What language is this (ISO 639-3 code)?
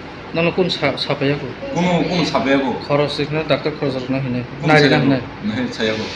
trp